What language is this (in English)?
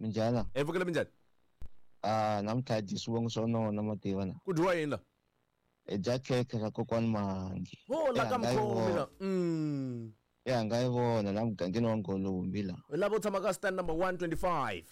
Tsonga